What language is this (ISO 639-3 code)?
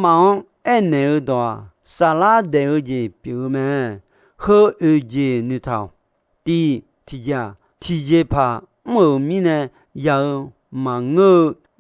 ahk